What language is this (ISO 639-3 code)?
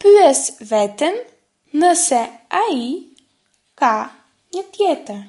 sqi